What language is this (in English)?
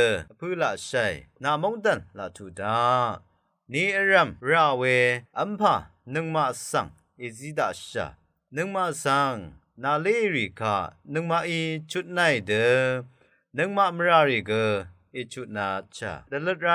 Rawang